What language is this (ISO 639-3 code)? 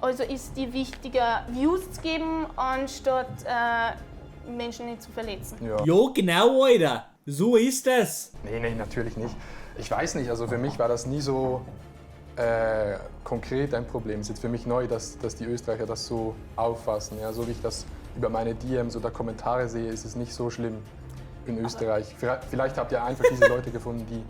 gsw